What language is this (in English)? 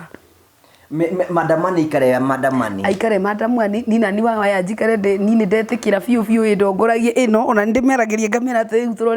Kikuyu